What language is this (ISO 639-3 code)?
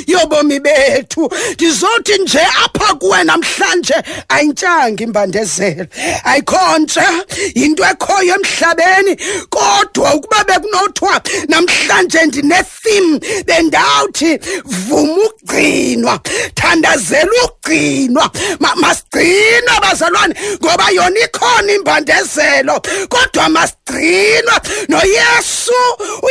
xho